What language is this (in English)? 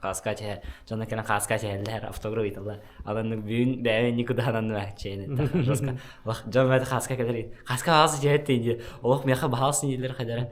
Yakut